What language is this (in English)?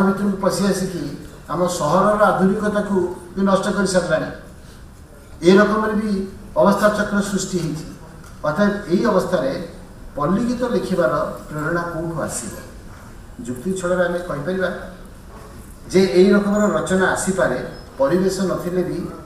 Odia